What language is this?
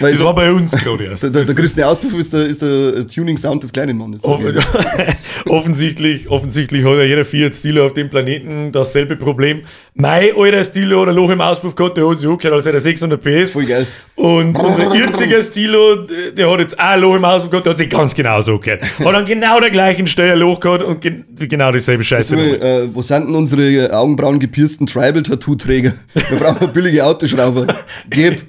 Bavarian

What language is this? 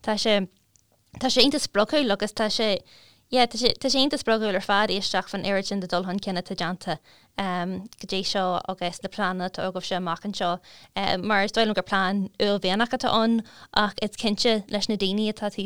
Irish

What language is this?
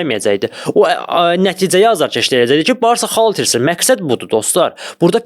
Azerbaijani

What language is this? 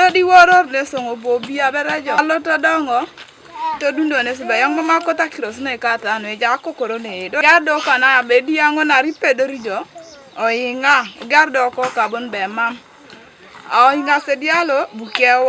Teso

